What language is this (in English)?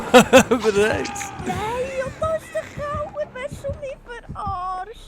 Swiss German